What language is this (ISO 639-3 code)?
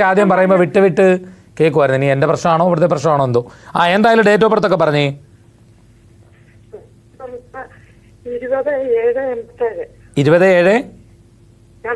mal